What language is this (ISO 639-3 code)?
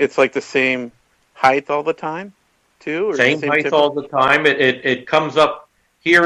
eng